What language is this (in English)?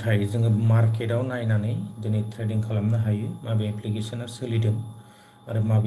Bodo